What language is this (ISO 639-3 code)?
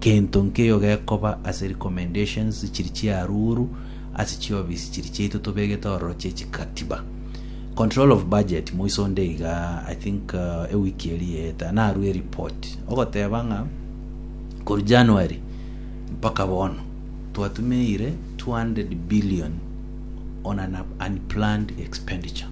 guz